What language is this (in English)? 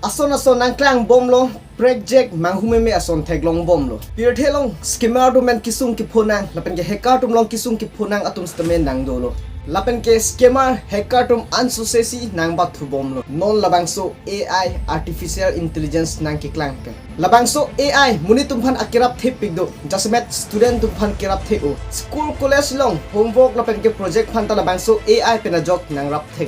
Karbi